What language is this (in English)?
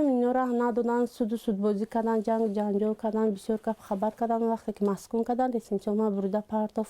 Tajik